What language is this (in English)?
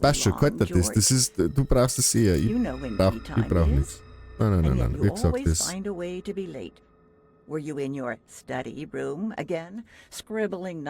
Bavarian